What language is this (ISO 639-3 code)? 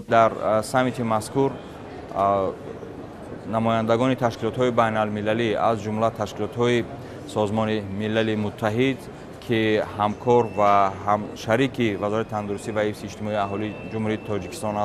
tgk